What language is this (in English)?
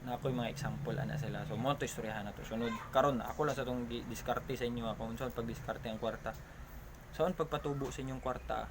Cebuano